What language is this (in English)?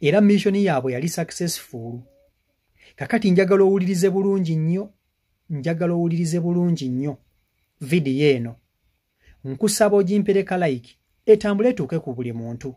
Ganda